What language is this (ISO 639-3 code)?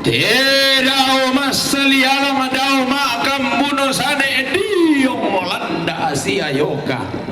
sda